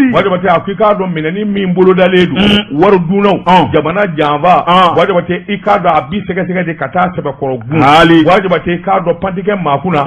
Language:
Bambara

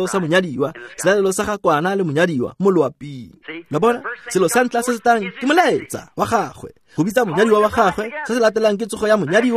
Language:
Tswana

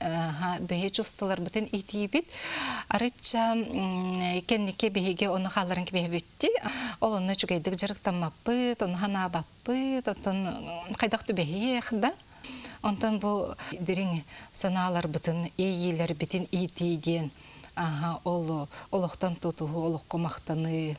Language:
Yakut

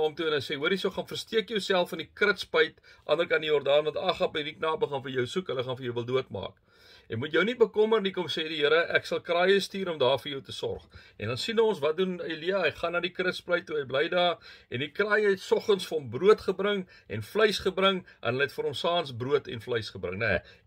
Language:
Afrikaans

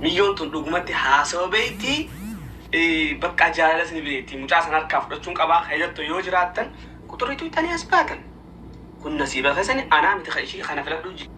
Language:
Oromo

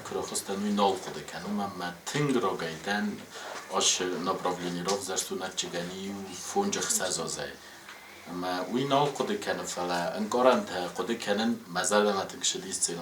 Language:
Ossetic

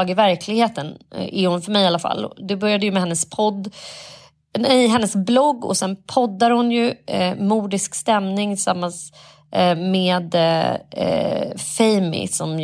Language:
Swedish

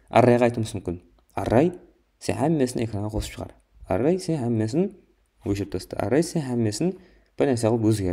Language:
Kara-Kalpak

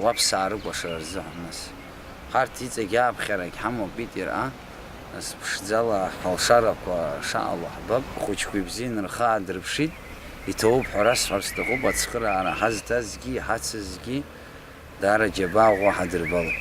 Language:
Abkhazian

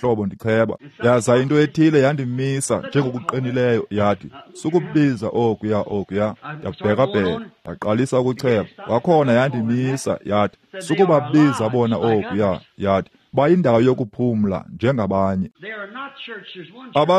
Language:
Xhosa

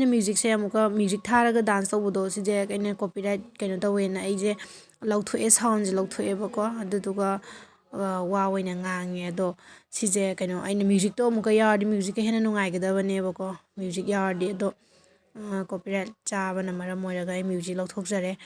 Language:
Manipuri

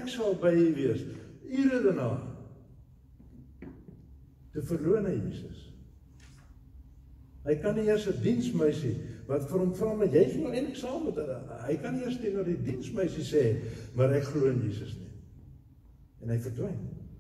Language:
Afrikaans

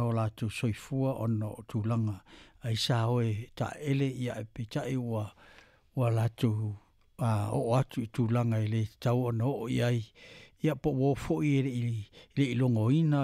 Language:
Samoan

